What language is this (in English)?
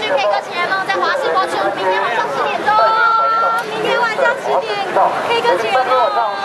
Chinese